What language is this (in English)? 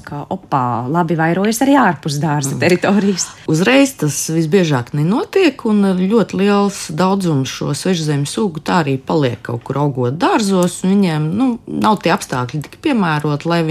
Latvian